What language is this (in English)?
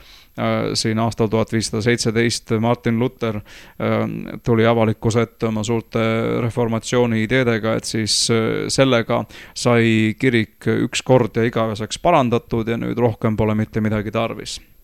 Estonian